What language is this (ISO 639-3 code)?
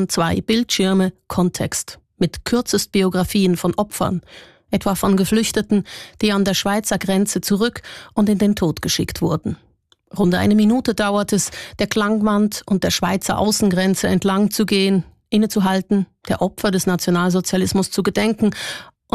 deu